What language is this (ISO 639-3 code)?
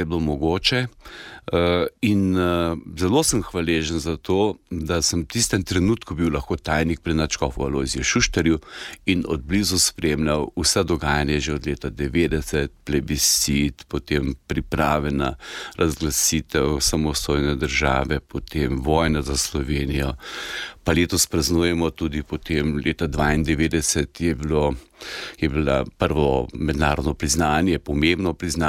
slv